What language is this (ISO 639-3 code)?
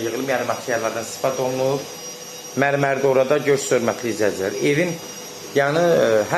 aze